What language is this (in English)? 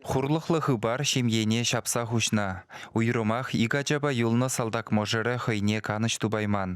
Chuvash